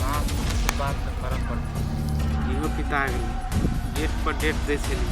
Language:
Maithili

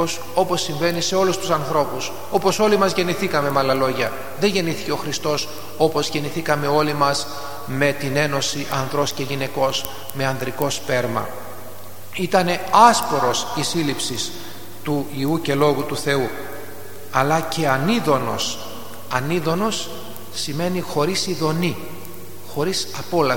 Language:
Greek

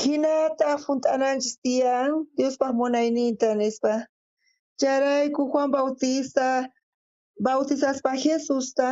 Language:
South Bolivian Quechua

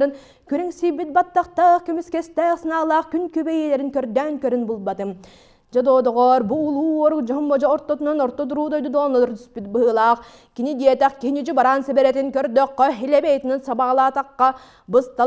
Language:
Yakut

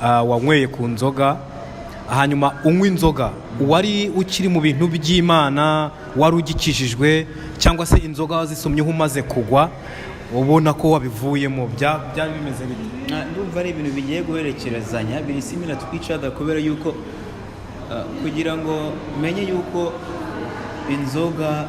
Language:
Kinyarwanda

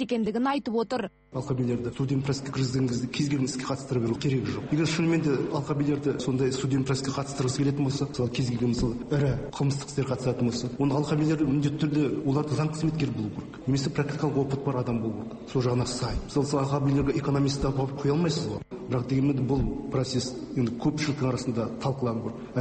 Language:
Kazakh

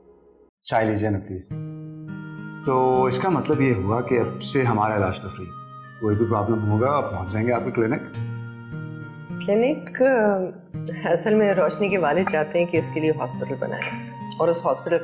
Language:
Hindi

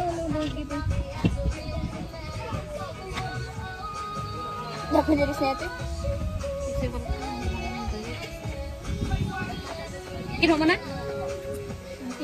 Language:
Filipino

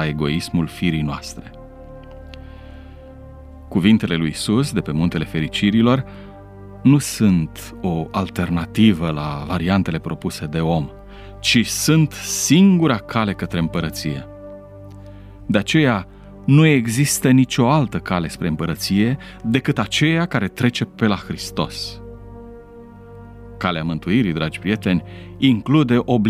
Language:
Romanian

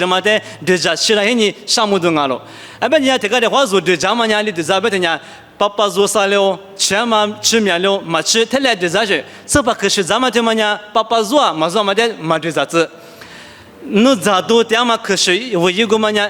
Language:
Lisu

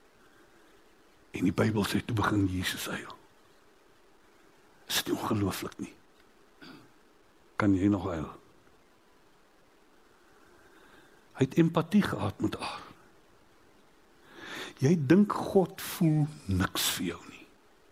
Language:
Afrikaans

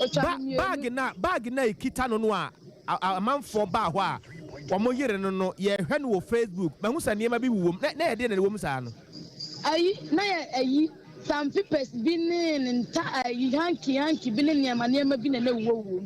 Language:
Akan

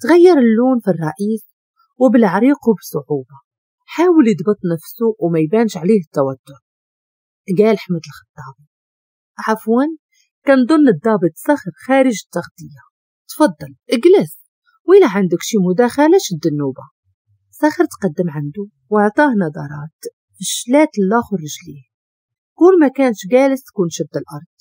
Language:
Moroccan Arabic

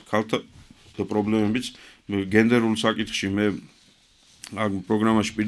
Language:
Georgian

